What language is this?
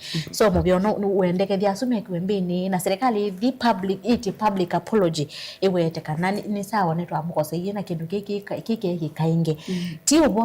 Kamba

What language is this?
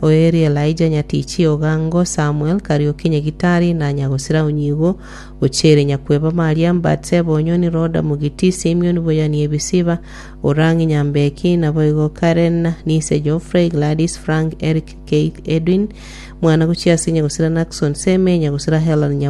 Gusii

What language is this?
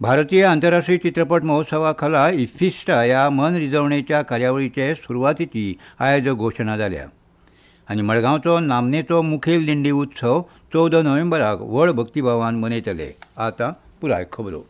Konkani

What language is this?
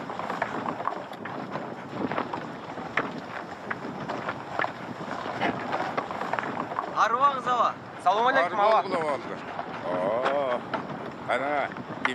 Kyrgyz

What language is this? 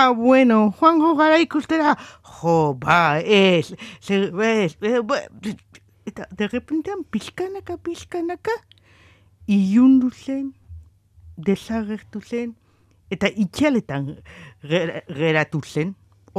Basque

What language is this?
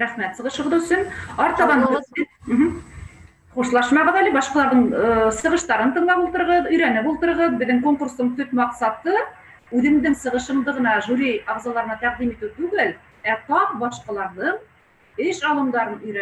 Bashkir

